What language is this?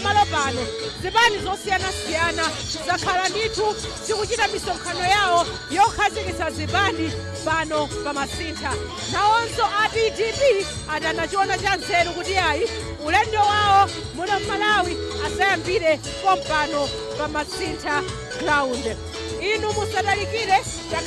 Nyanja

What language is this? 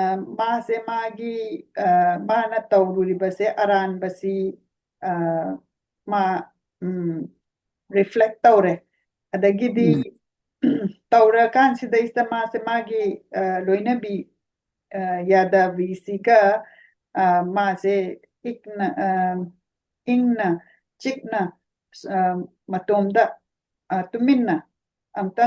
Manipuri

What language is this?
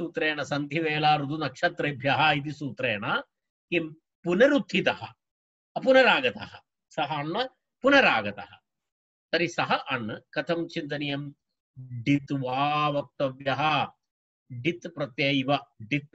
Sanskrit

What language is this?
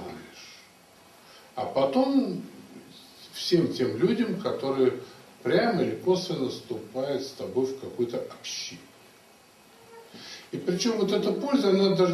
Russian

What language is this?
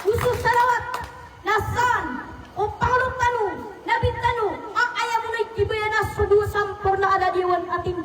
Maranao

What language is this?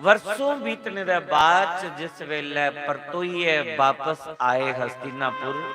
Dogri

